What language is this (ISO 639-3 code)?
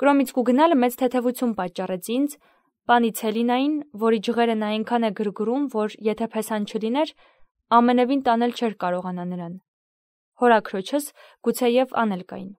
hye